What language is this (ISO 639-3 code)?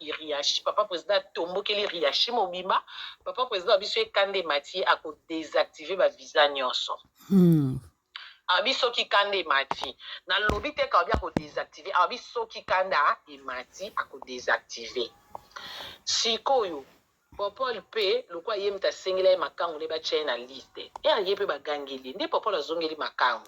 lin